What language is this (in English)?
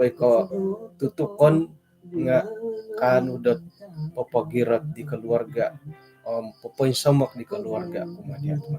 Central Dusun